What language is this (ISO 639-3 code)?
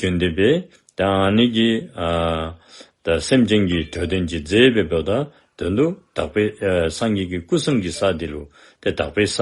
dzo